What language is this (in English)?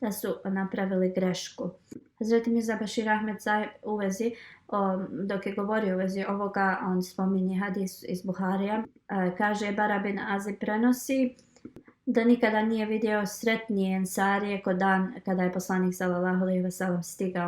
Bosnian